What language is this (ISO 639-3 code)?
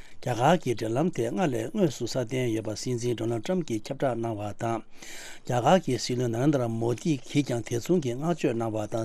bod